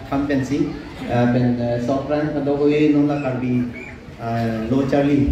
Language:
Karbi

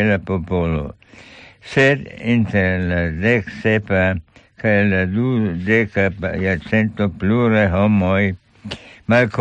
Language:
Esperanto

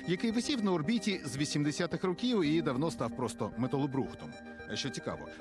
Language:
Ukrainian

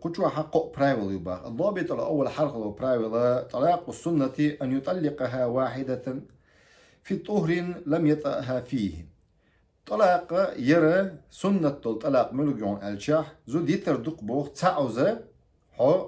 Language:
Chechen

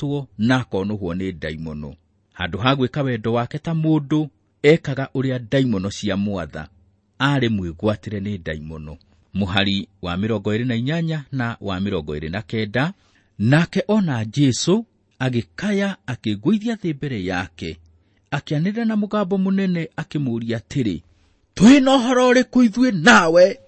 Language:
Kikuyu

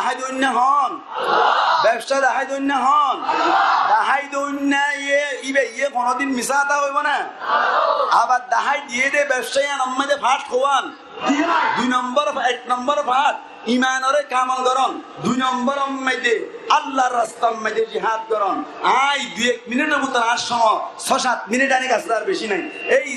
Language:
Rohingya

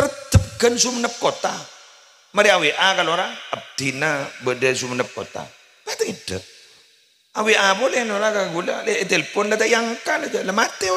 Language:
Madurese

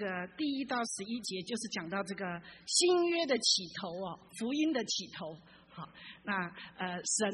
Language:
Chinese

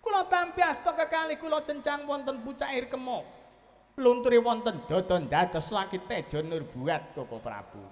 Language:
Javanese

